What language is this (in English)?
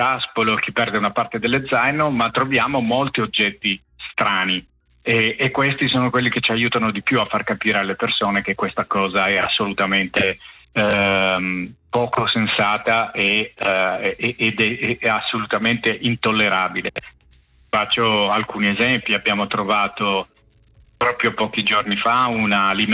Italian